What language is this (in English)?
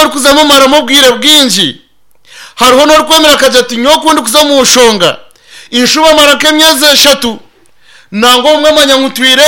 Nyankole